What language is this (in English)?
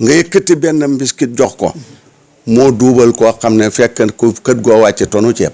Wolof